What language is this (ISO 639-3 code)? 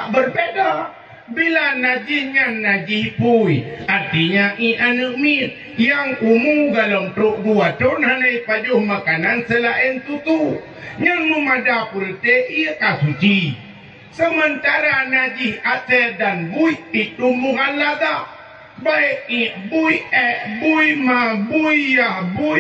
ace